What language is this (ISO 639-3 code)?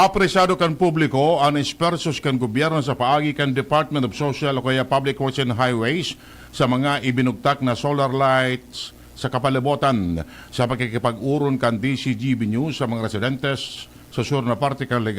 bik